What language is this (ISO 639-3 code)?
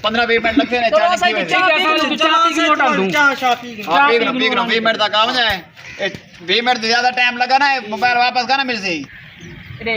skr